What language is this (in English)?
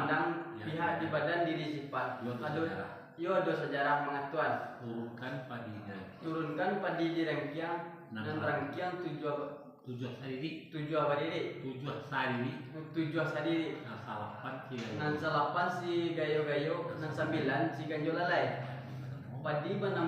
Minangkabau